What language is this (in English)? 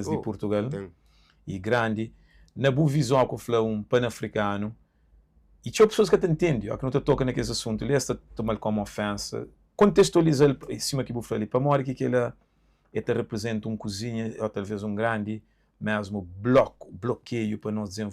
Kabuverdianu